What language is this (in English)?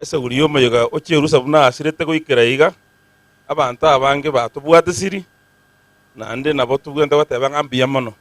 Gusii